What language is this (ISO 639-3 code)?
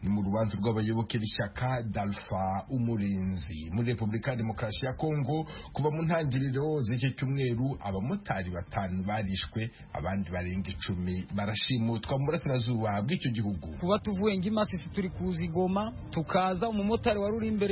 kin